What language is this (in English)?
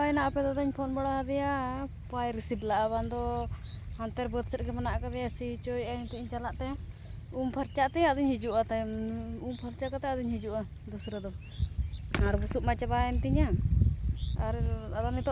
Santali